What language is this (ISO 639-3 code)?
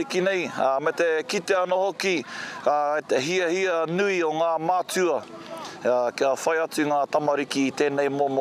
mri